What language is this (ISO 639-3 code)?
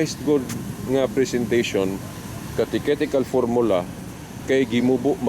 ceb